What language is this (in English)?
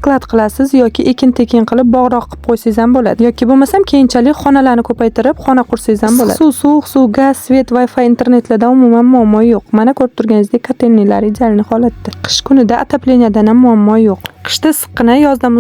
Uzbek